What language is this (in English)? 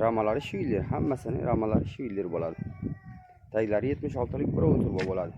Uzbek